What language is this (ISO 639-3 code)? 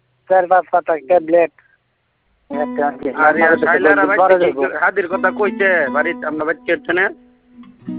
ben